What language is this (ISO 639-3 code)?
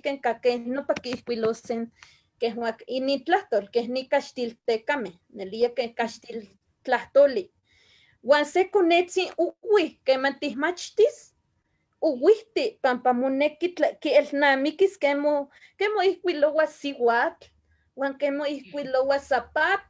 nhe